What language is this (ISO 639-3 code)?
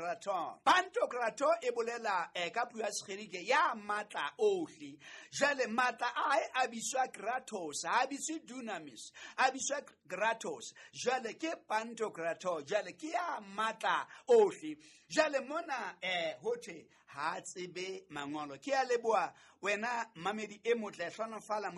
sot